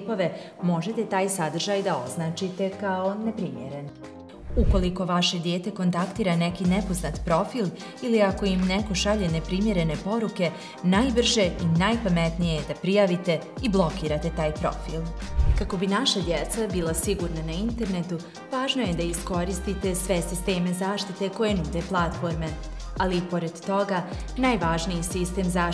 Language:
Bosnian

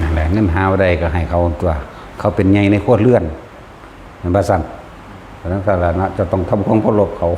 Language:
Northeastern Thai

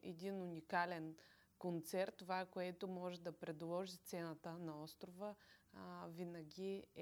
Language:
Bulgarian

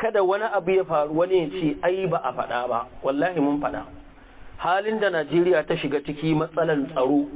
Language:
Hausa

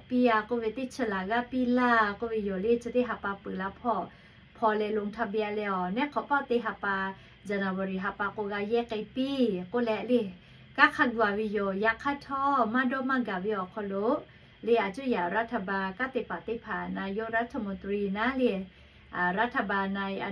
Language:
Lahu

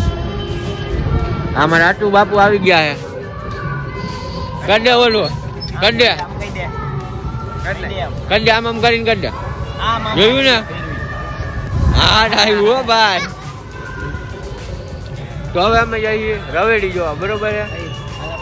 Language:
Gujarati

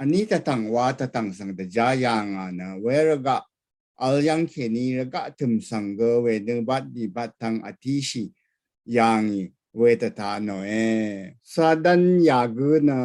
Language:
Rawang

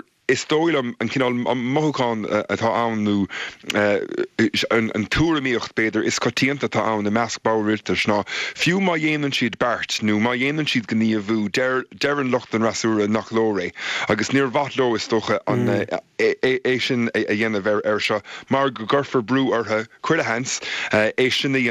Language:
Irish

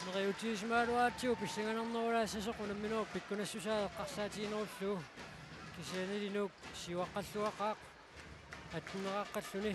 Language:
Kalaallisut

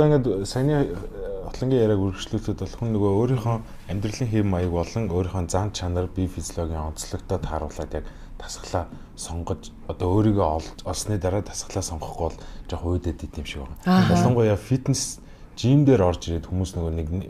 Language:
Mongolian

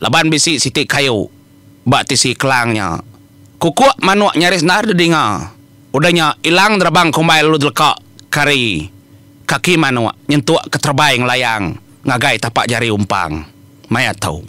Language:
Iban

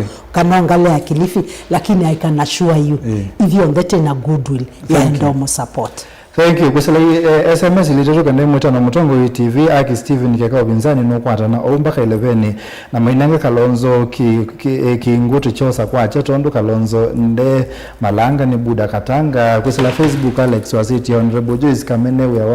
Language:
Kamba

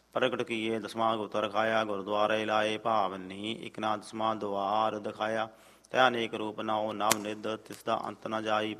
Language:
Punjabi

